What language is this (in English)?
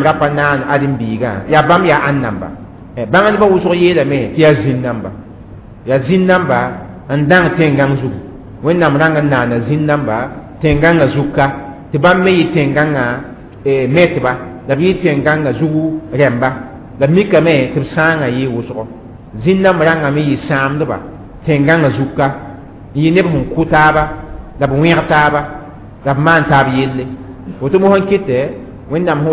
Mossi